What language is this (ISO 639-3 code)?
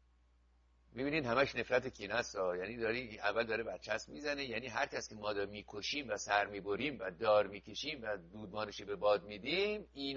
fas